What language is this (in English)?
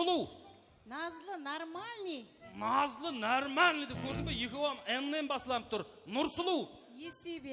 Kara-Kalpak